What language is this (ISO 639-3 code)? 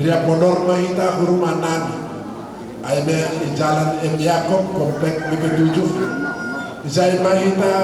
bts